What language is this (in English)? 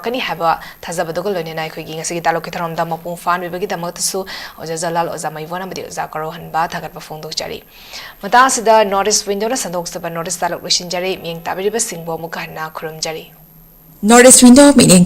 Manipuri